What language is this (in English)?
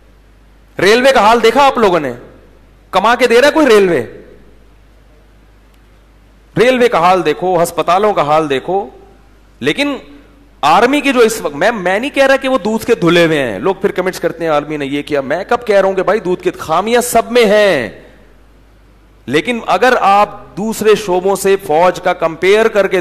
Urdu